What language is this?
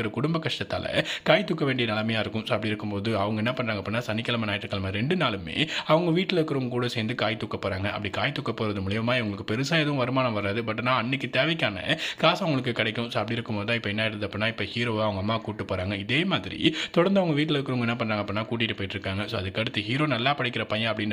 Tamil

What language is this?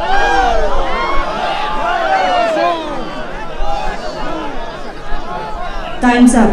Poumei Naga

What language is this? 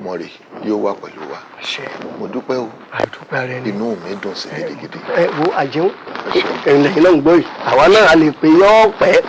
Yoruba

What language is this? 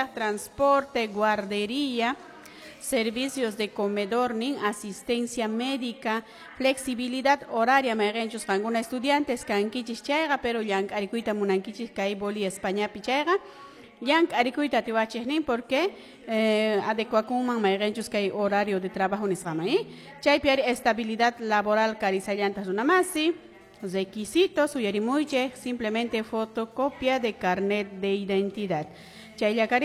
Quechua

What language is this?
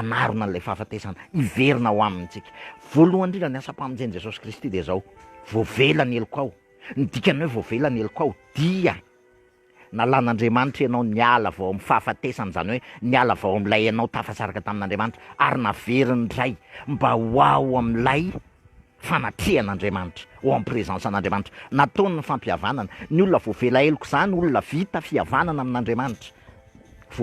Malagasy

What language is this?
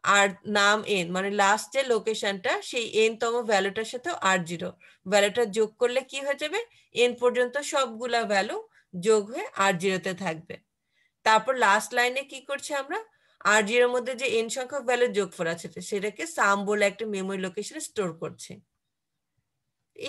Bangla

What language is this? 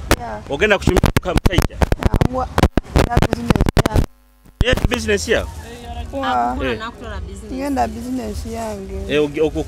Nyoro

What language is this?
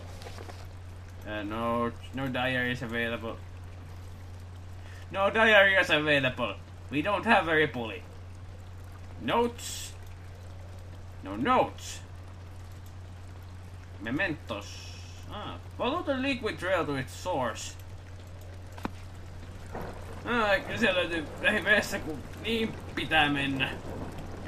Finnish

